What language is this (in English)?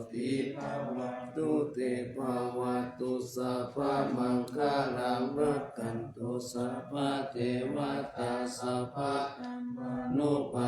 Pali